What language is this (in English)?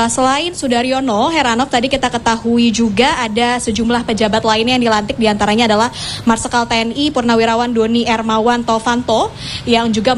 Indonesian